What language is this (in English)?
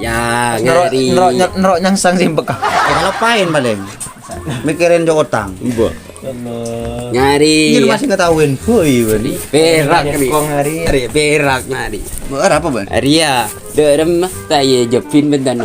Madurese